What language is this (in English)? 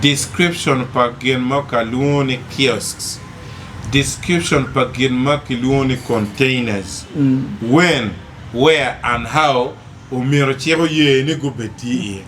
Acoli